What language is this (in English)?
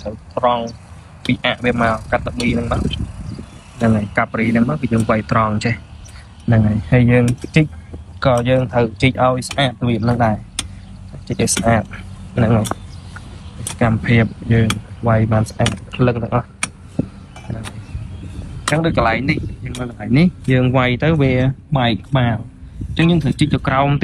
Khmer